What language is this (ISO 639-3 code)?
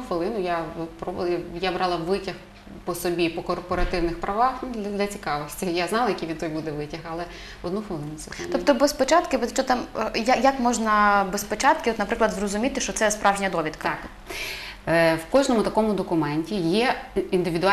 ukr